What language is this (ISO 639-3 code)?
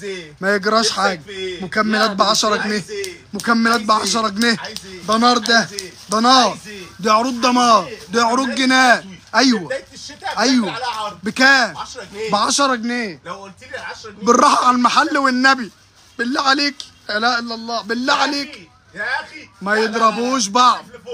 arz